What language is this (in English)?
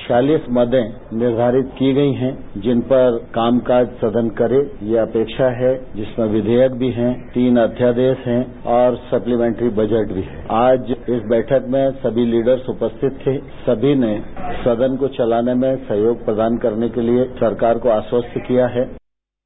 Hindi